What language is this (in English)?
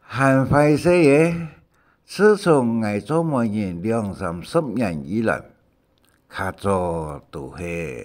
Hakka Chinese